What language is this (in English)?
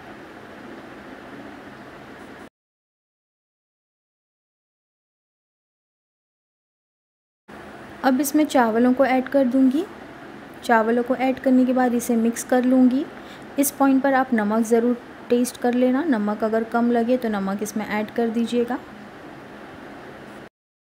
Hindi